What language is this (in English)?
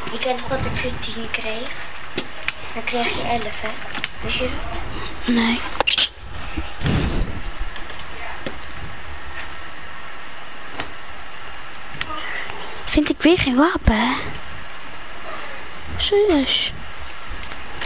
Dutch